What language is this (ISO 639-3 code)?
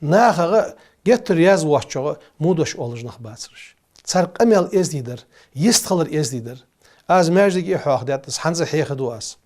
inh